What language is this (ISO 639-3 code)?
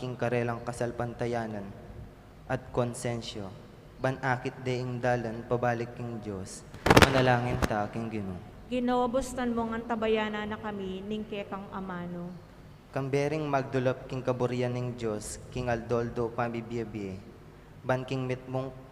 pam